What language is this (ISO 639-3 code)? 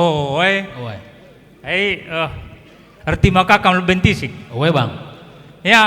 btx